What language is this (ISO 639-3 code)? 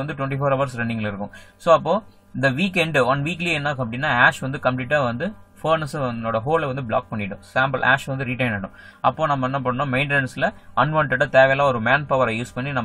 tam